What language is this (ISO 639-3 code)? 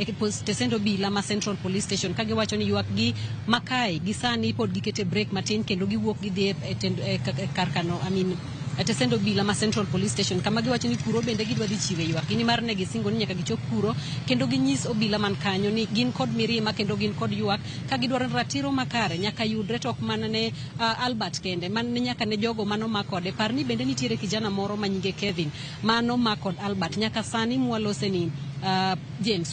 luo